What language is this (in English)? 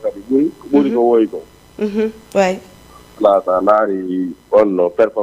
Fula